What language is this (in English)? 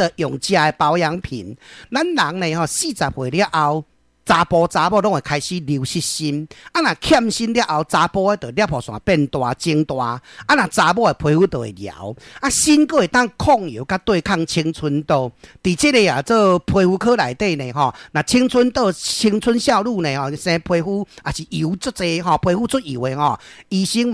Min Nan Chinese